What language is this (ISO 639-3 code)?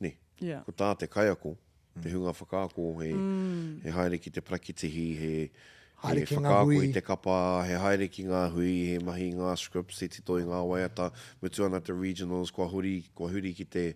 mri